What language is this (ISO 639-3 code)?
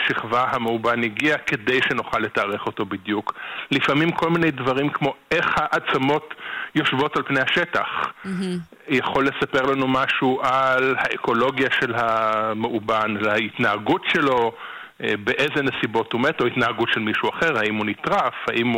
heb